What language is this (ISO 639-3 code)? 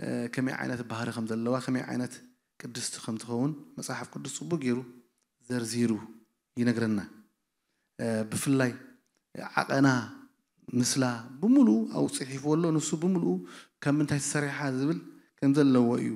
tir